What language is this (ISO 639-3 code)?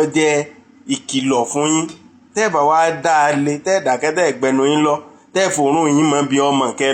yor